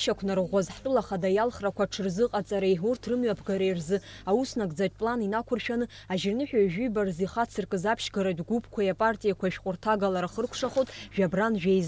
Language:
Abkhazian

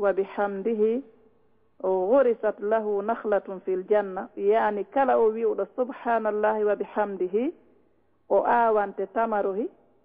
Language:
Fula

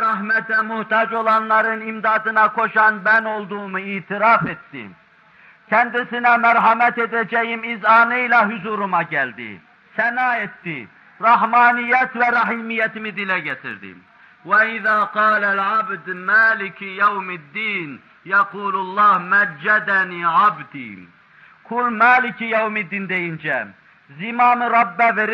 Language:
Turkish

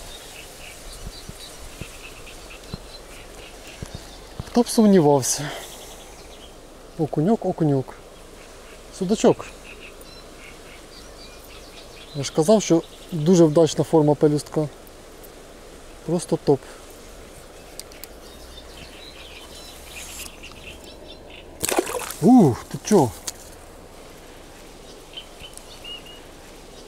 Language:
Ukrainian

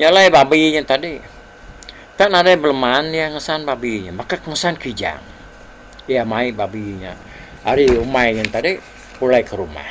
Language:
Iban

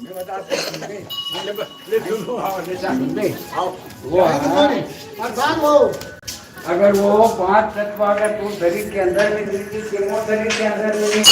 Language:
Chhattisgarhi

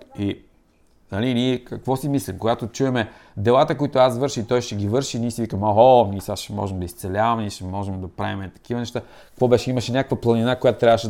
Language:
Bulgarian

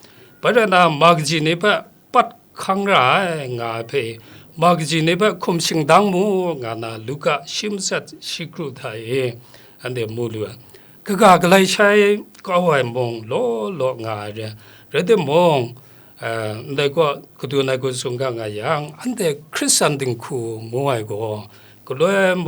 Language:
Kachin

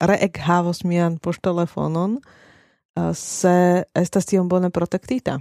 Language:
Esperanto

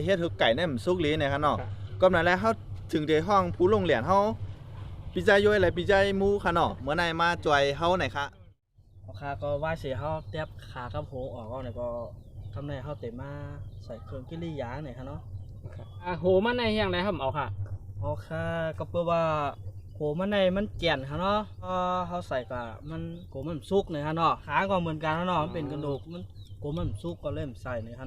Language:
Shan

